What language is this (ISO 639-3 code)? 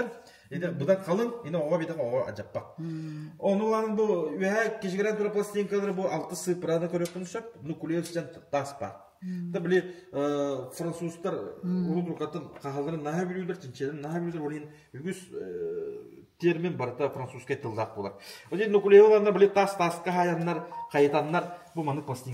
sah